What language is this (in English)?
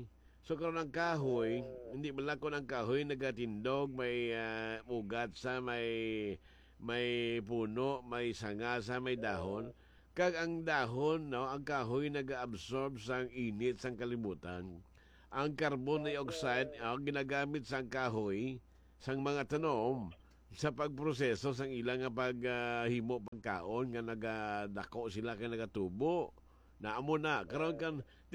Hiligaynon